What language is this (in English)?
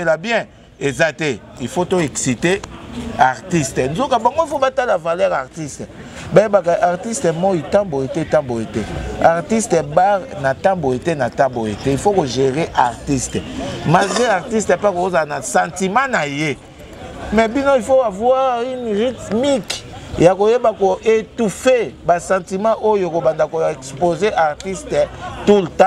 Lingala